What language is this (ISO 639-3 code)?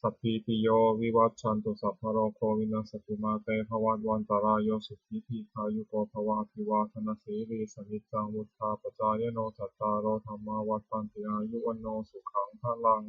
pli